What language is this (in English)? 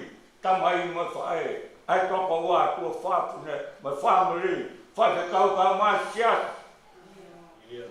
Tongan